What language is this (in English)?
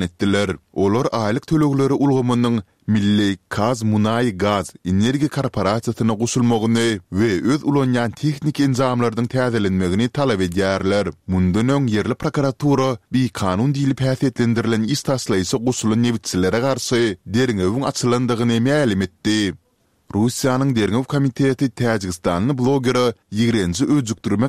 Turkmen